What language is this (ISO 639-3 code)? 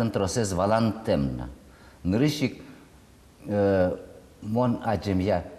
udm